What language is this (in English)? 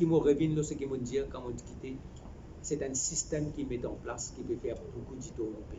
Morisyen